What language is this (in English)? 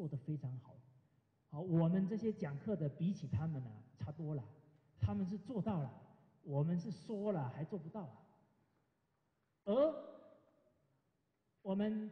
Chinese